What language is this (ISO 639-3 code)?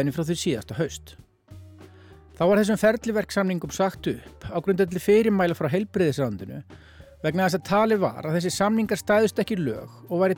isl